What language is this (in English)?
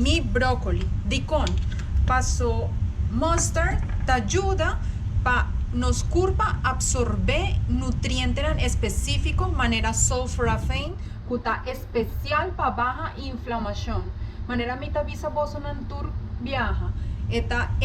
Papiamento